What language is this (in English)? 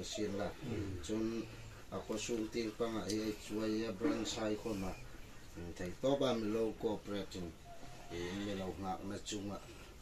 Hmar